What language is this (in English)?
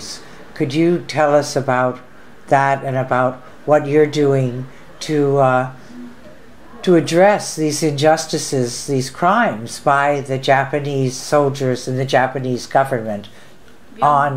English